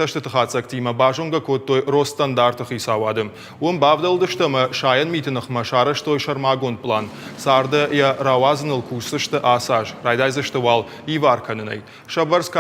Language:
Ossetic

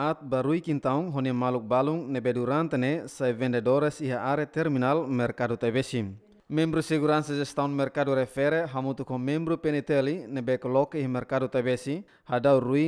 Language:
Tetum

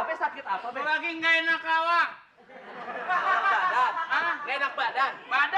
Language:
Betawi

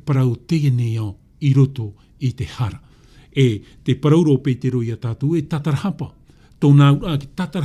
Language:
Tahitian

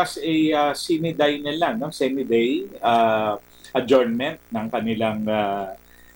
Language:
Filipino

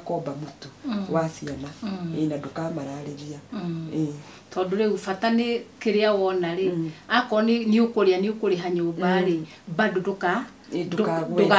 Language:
Kikuyu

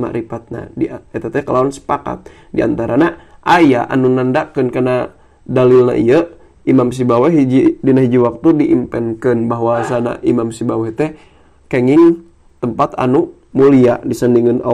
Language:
Sundanese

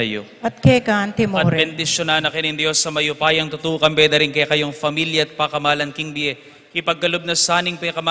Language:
Pampanga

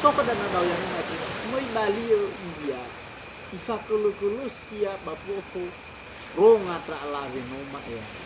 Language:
Nias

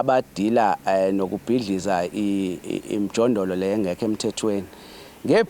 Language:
Zulu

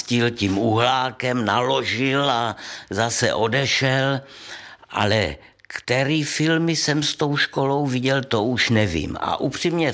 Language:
Czech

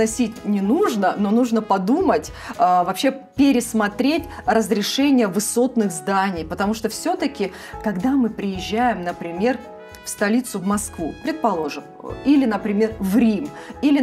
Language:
Russian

